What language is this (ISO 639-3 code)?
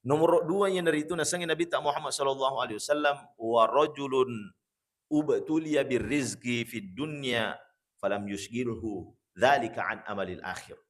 bug